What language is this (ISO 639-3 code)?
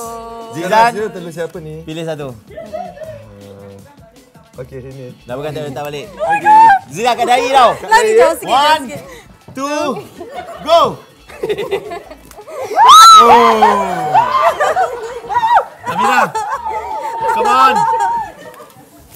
msa